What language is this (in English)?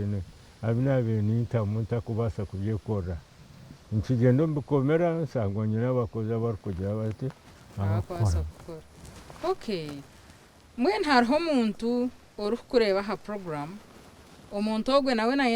Nyankole